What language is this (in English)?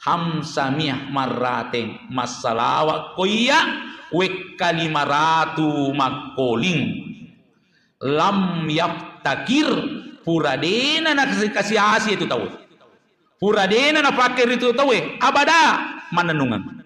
Buginese